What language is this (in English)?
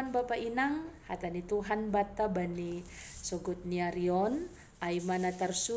Batak Simalungun